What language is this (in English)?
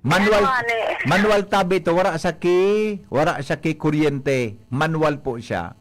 Bikol